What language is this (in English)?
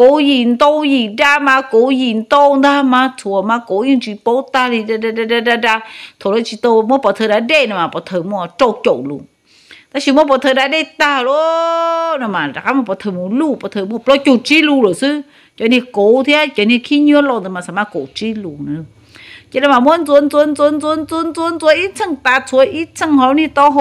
Hmong